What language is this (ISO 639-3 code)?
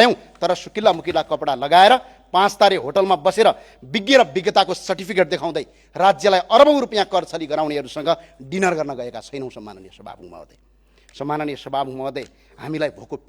nep